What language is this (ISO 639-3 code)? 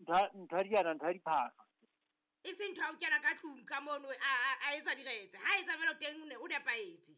sot